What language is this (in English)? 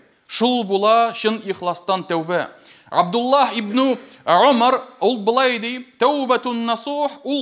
Tatar